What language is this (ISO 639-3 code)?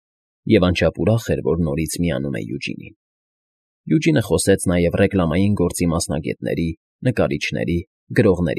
hye